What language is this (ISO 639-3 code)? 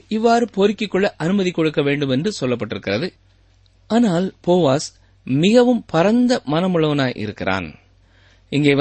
tam